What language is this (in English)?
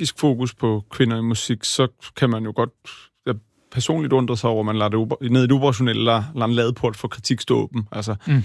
Danish